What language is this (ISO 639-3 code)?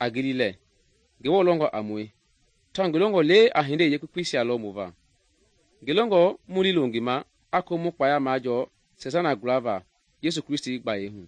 men